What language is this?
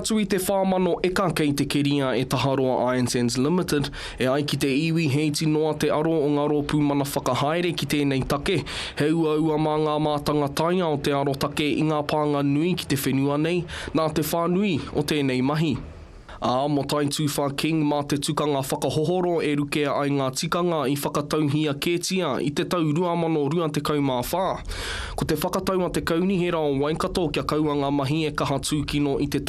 Māori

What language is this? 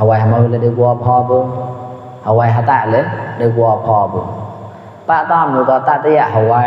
Mon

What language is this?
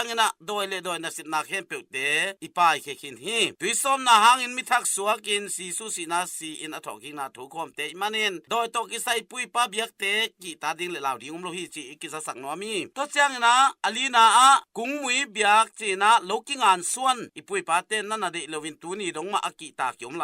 Tedim Chin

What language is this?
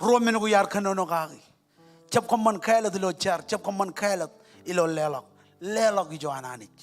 Marshallese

